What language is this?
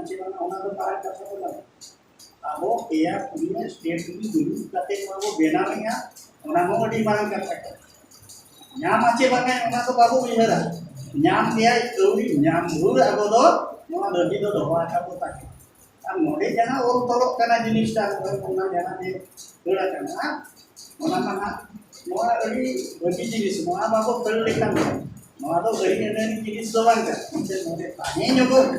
Santali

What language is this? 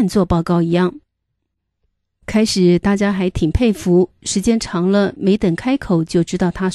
Chinese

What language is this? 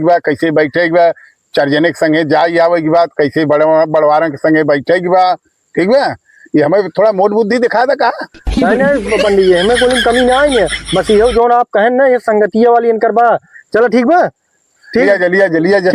Awadhi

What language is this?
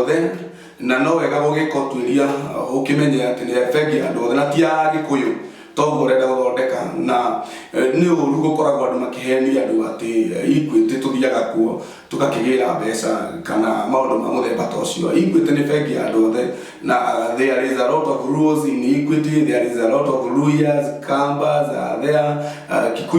Kikuyu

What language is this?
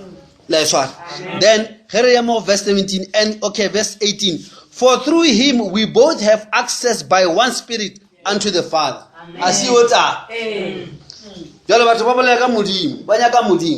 Northern Sotho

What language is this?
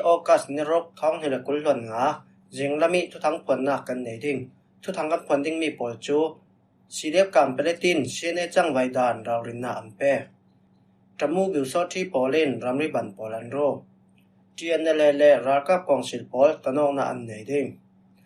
Falam Chin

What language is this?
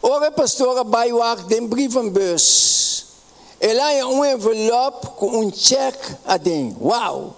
Papiamento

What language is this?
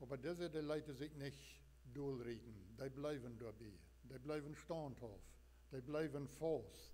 Plautdietsch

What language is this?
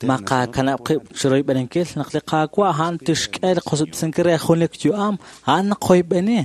Kekchí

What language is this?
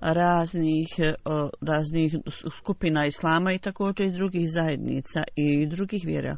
Bosnian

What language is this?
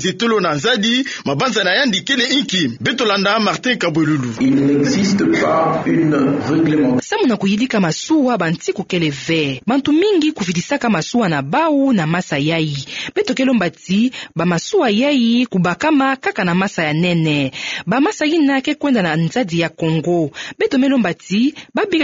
Kituba (Democratic Republic of Congo)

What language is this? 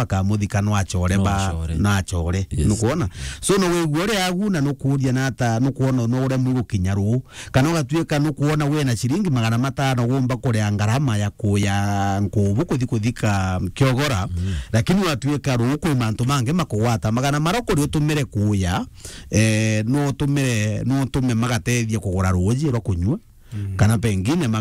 Meru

